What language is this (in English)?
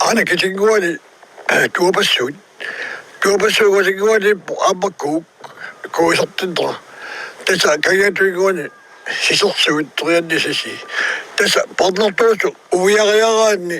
Kalaallisut